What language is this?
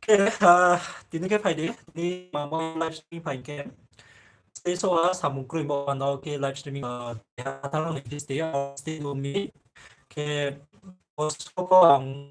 Riang (India)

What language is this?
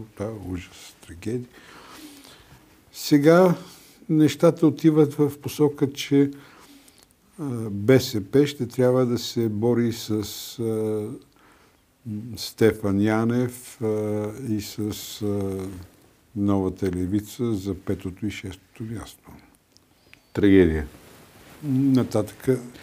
Bulgarian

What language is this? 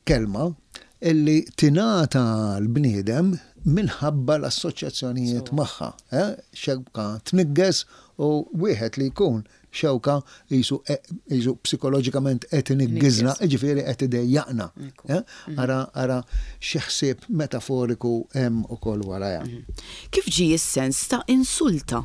Maltese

